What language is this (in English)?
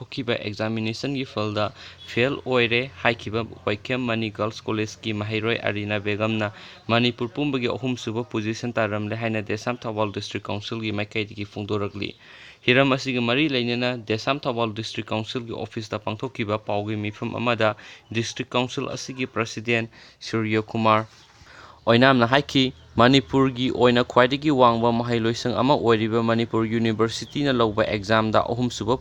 Manipuri